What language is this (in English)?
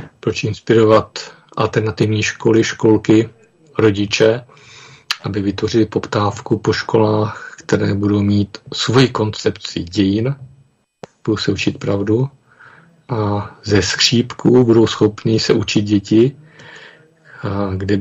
Czech